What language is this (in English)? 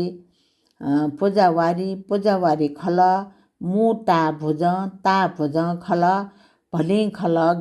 Newari